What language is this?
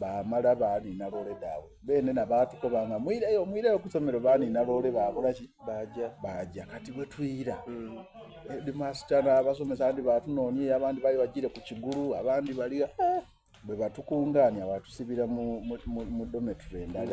Soga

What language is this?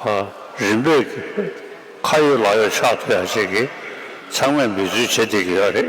Tibetan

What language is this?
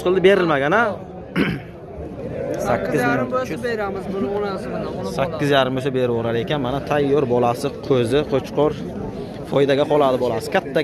Uzbek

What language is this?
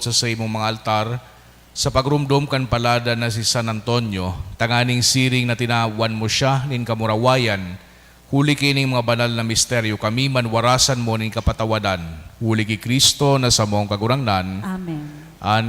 Bikol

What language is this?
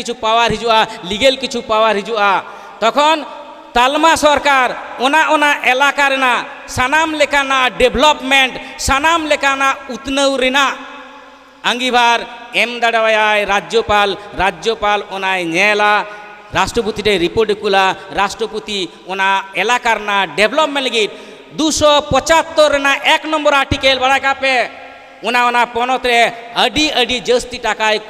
Santali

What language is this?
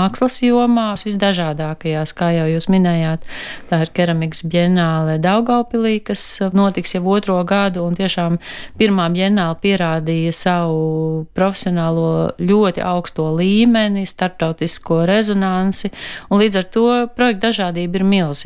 Latvian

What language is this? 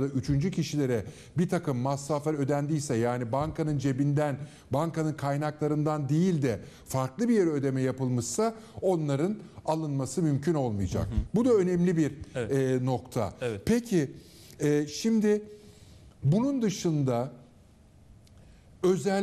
Turkish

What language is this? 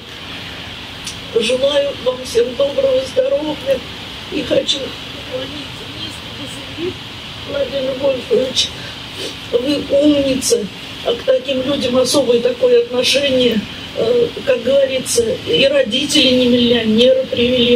Russian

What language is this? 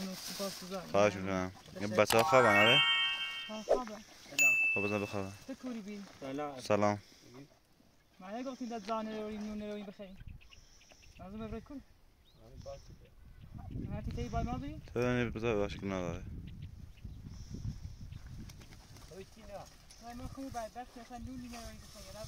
Persian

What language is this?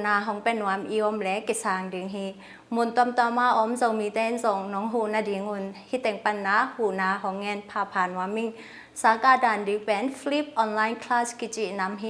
Tedim Chin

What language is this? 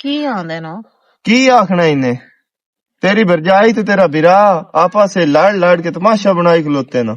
Western Panjabi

